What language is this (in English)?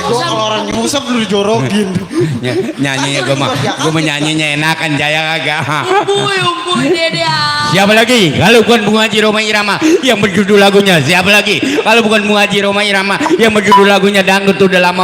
Betawi